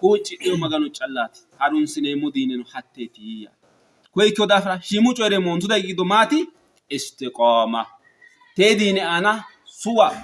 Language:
Sidamo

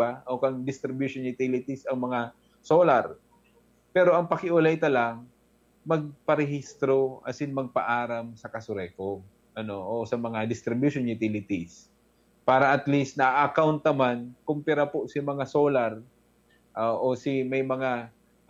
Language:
Bikol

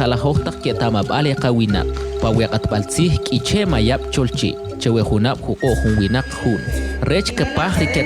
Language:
Kʼicheʼ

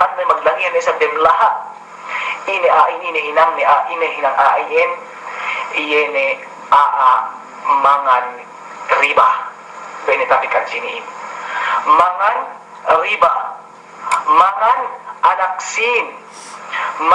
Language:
Yakan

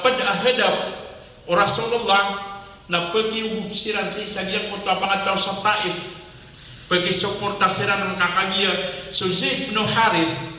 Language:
Maranao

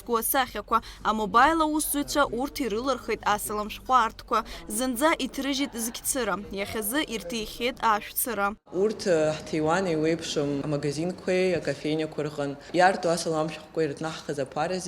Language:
Abkhazian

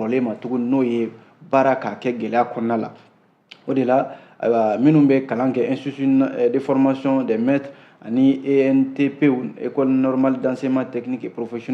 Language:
Bambara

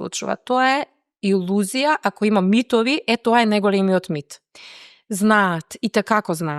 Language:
Macedonian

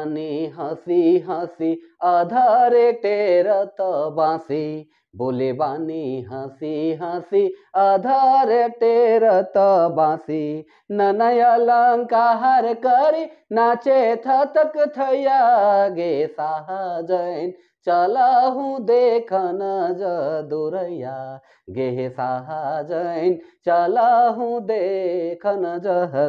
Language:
Sadri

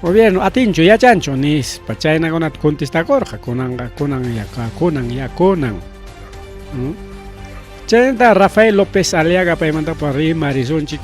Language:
Ayacucho Quechua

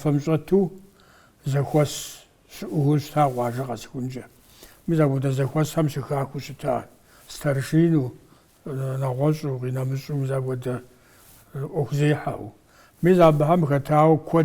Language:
Kabardian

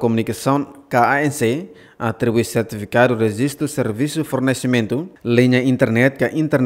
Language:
Tetum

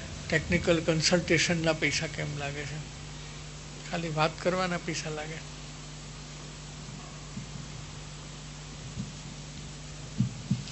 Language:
Gujarati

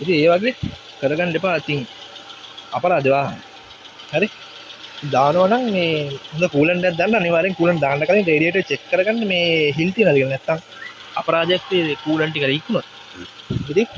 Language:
Sinhala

